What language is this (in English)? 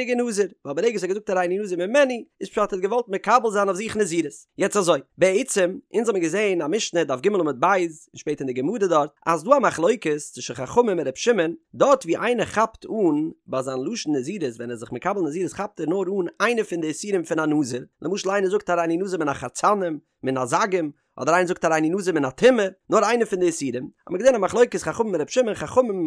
Yiddish